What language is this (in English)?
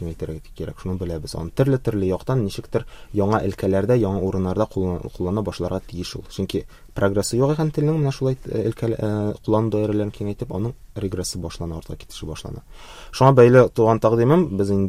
Tatar